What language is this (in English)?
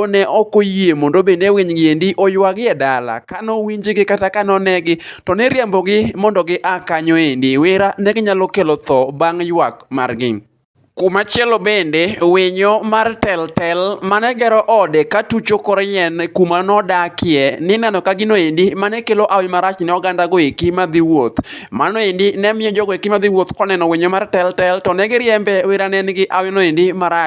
Luo (Kenya and Tanzania)